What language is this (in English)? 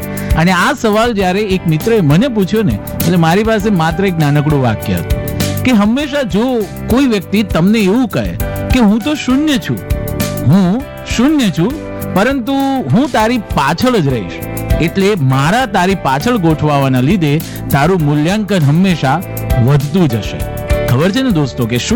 Gujarati